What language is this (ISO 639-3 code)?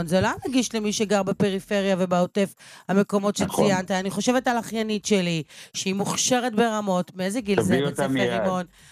heb